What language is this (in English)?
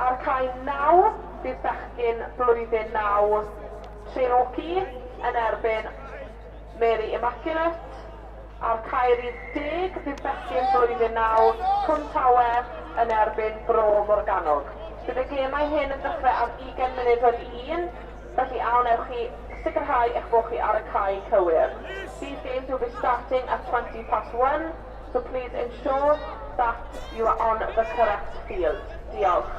Welsh